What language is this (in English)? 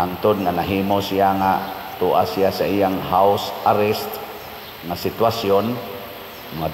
Cebuano